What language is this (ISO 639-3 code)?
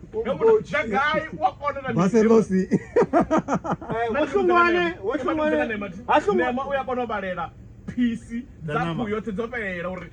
ven